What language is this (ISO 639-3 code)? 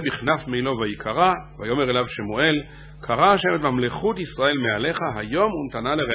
heb